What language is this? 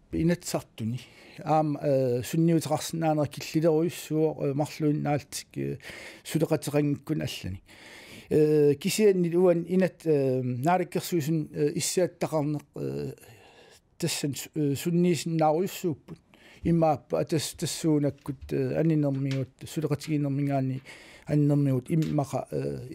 Kalaallisut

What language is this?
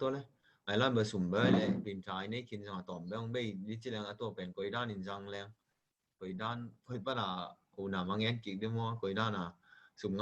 Tedim Chin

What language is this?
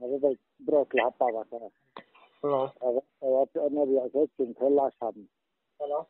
Riang (India)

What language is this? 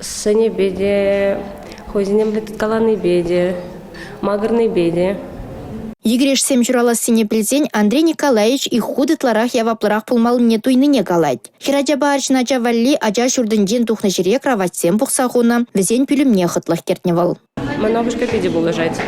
Chuvash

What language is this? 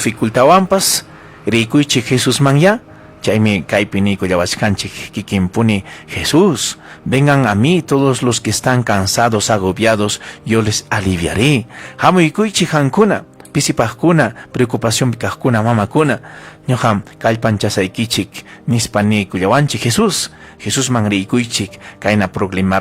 Ayacucho Quechua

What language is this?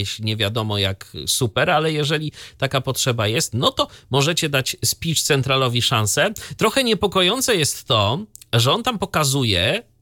Polish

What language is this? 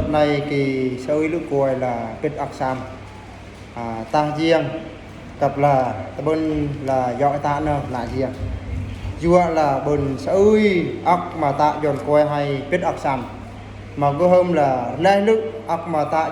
Eastern Bru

